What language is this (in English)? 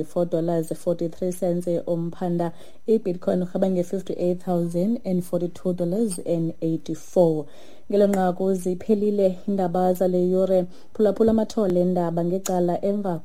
Xhosa